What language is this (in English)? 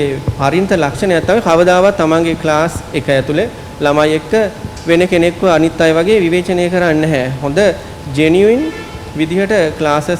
Sinhala